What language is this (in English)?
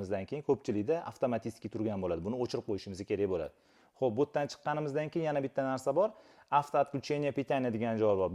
Uzbek